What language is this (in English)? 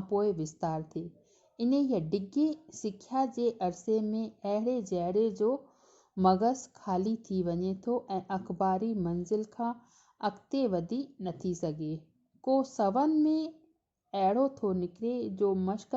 Sindhi